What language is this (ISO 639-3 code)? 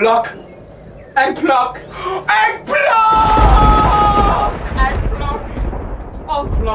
ltz